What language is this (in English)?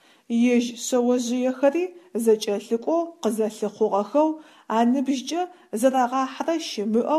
Adyghe